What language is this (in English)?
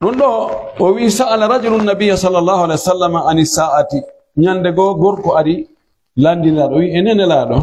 Pular